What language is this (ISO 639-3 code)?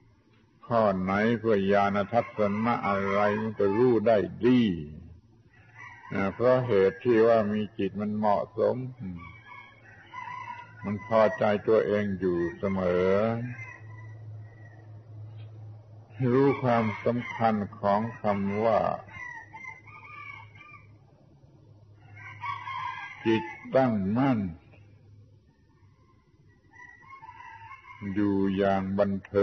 tha